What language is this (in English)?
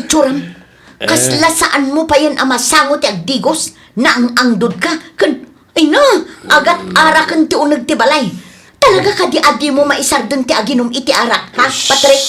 Iloko